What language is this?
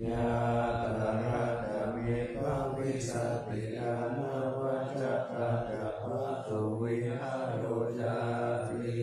Pali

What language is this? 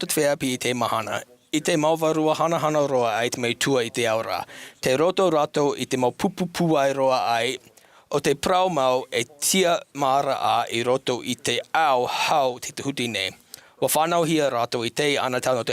Tahitian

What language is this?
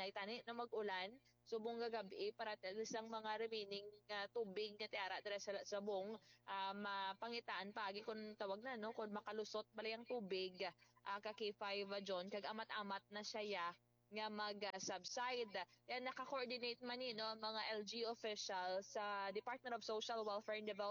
Hiligaynon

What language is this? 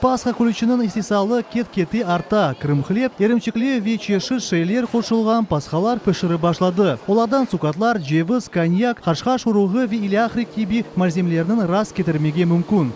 Crimean Tatar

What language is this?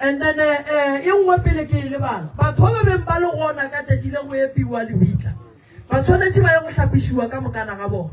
Northern Sotho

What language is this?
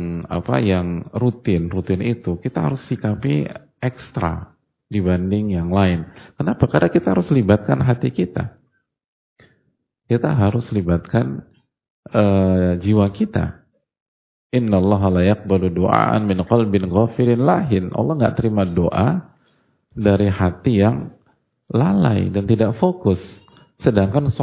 Indonesian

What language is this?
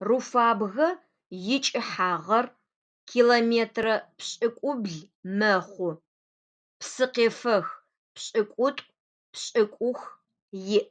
Adyghe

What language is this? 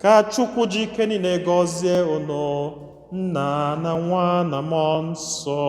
Igbo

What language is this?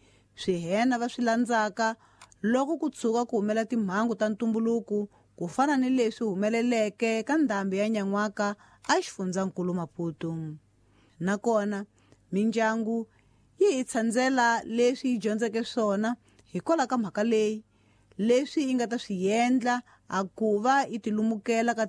Tsonga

